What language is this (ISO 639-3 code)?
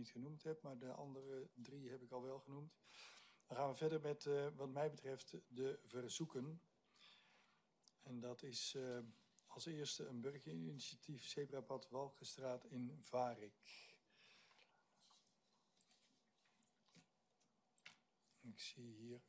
nld